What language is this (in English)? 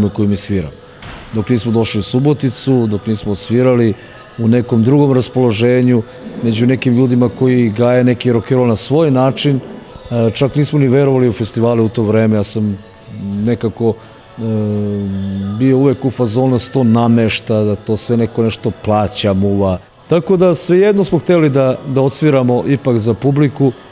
Serbian